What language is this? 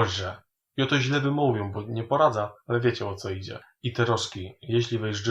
Silesian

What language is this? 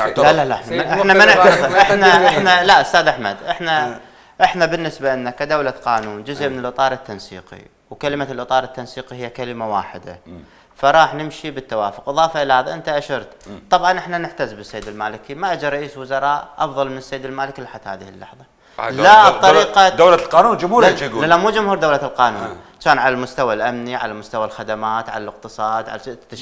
Mesopotamian Arabic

